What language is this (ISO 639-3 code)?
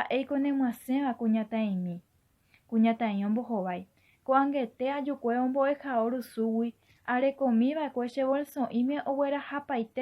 grn